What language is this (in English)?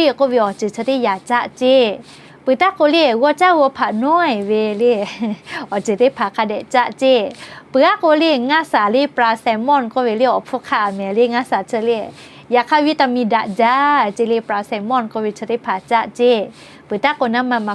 Lahu